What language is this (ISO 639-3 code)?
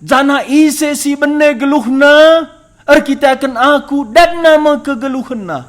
btx